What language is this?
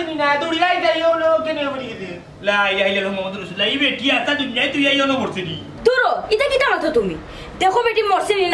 Sylheti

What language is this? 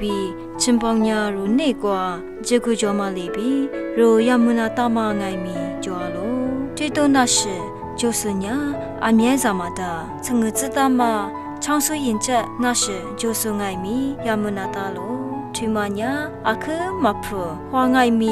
Lisu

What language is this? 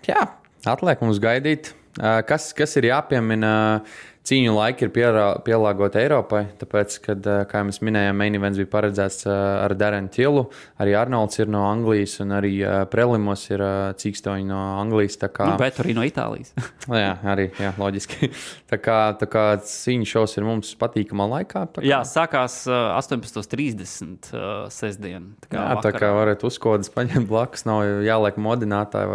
Latvian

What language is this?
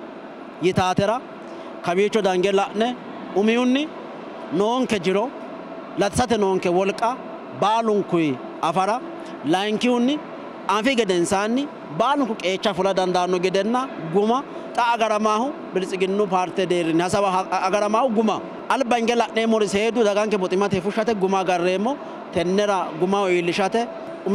Sidamo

